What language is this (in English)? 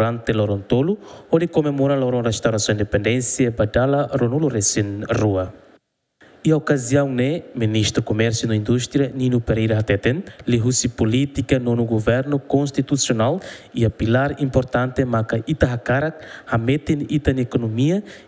Tetum